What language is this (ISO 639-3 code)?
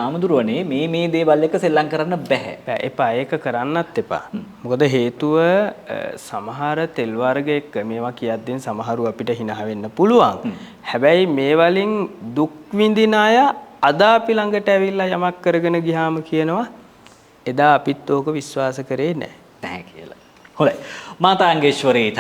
sin